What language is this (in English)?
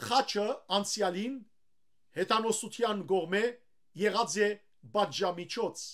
Western Armenian